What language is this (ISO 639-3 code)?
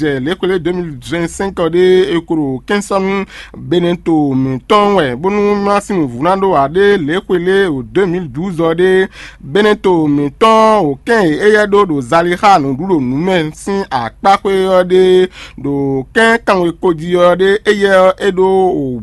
fon